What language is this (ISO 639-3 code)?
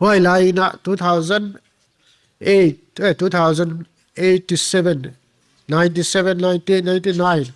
pck